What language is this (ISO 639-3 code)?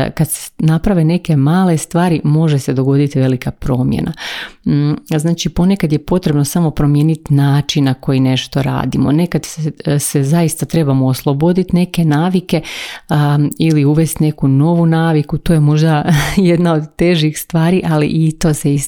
hrv